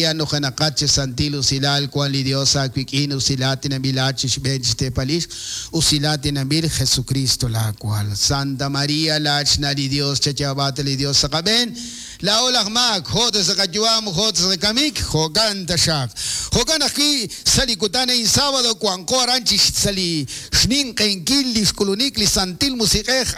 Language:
Kekchí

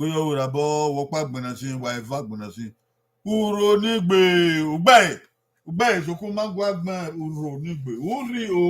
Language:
Bini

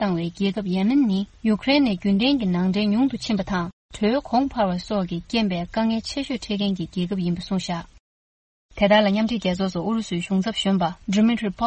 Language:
Tibetan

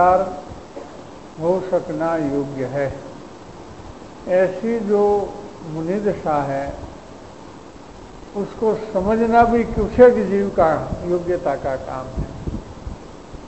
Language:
Hindi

